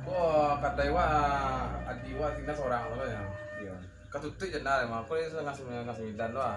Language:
Minangkabau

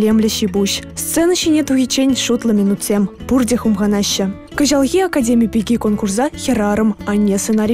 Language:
Chuvash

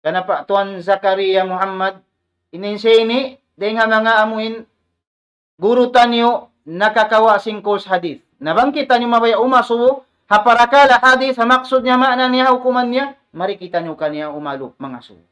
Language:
Tausug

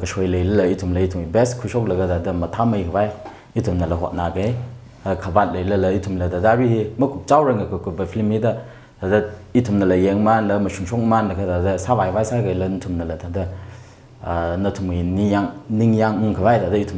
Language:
Tangkhul Naga (India)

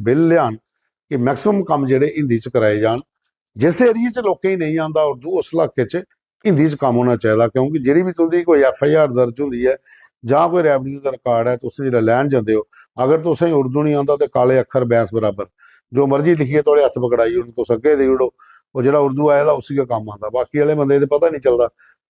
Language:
Dogri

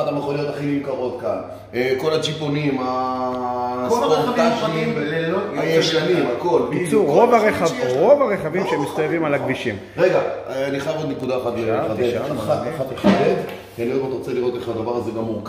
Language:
Hebrew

